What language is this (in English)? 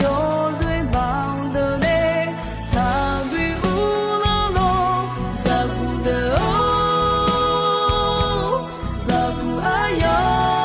Akha